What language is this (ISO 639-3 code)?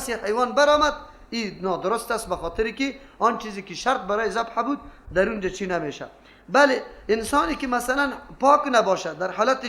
fas